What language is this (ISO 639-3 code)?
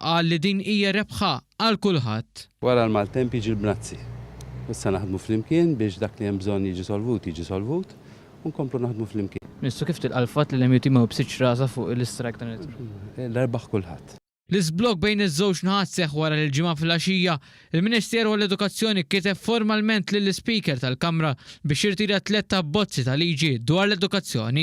mlt